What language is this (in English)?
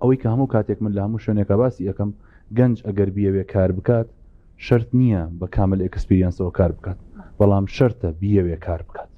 Central Kurdish